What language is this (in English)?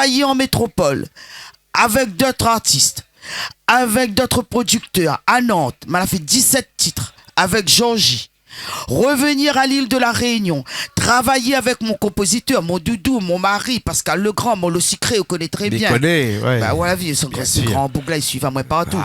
Réunion Creole French